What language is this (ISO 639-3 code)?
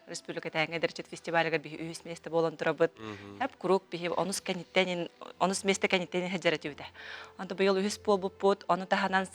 sah